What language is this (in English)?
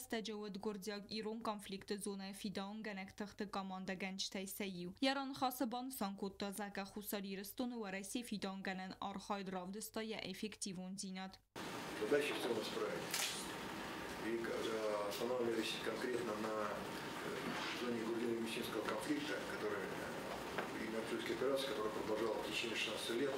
Ossetic